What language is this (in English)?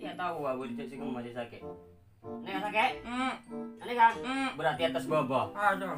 Madurese